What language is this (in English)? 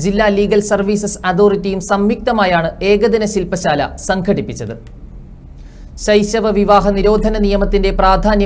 Malayalam